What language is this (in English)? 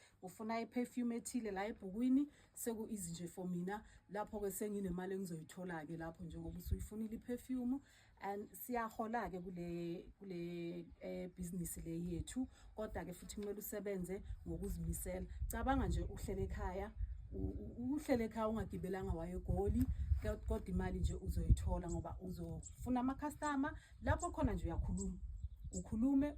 Zulu